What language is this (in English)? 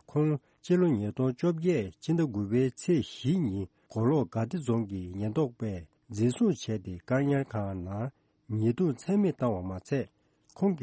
Tibetan